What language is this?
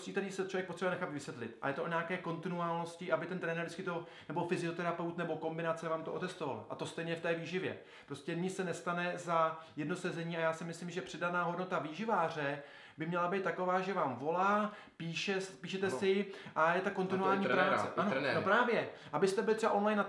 Czech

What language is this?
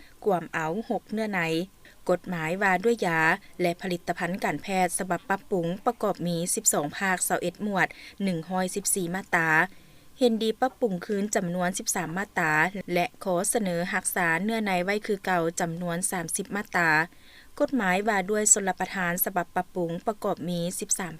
Lao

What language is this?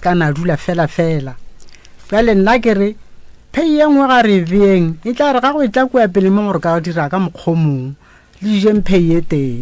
Northern Sotho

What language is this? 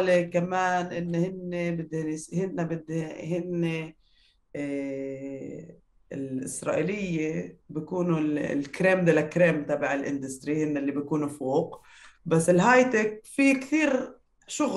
North Levantine Arabic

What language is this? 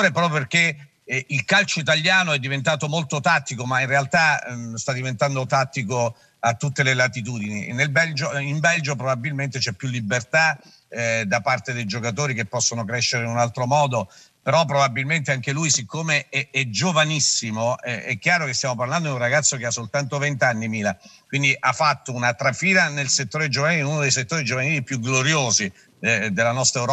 Italian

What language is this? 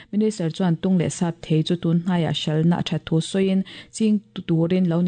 Mizo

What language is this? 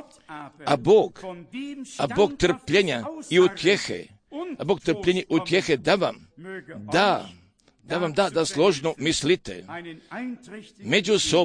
Croatian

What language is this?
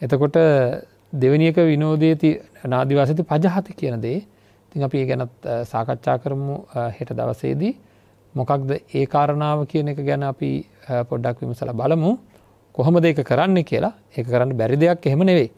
Sinhala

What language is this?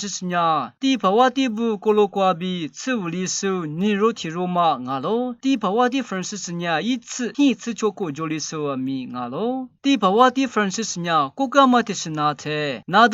Lisu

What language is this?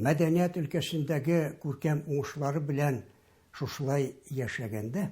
Tatar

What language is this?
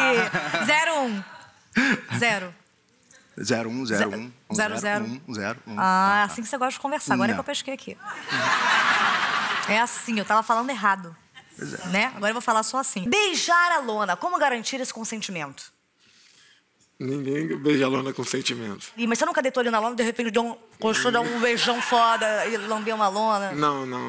Portuguese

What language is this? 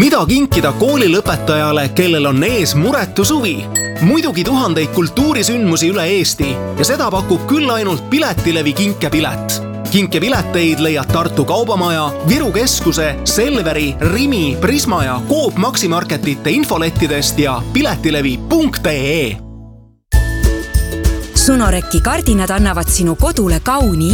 Estonian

